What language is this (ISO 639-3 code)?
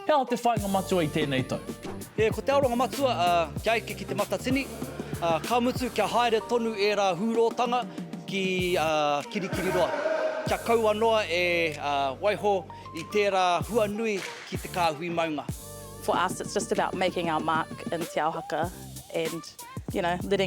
mri